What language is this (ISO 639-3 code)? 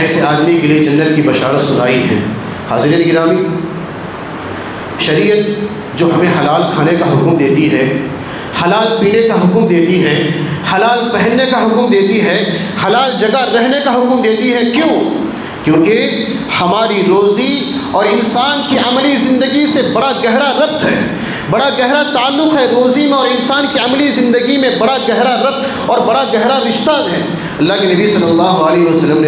urd